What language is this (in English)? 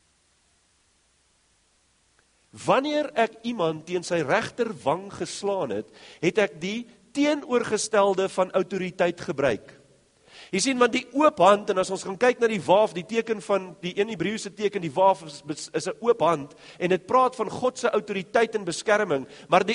Afrikaans